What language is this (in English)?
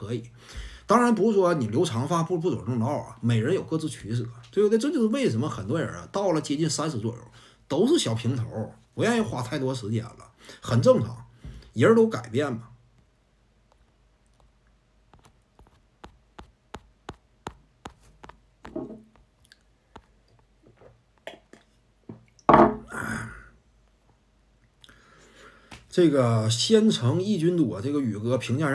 Chinese